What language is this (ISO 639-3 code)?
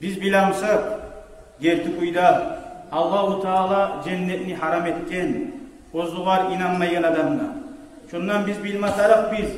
kum